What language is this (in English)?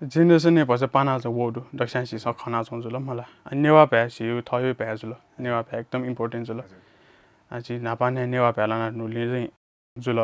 Newari